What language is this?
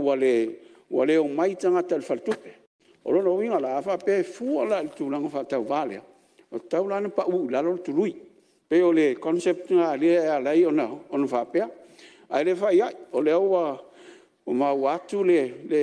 Samoan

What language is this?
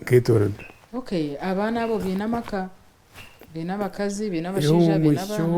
Nyankole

